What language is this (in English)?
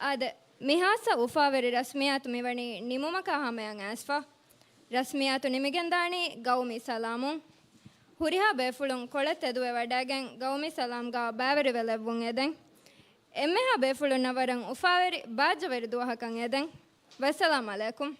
Divehi